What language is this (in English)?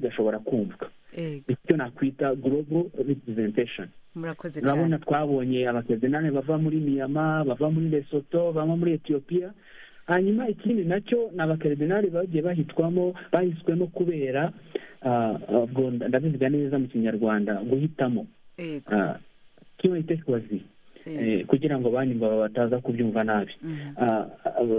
Kinyarwanda